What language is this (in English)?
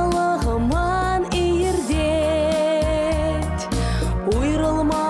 Chuvash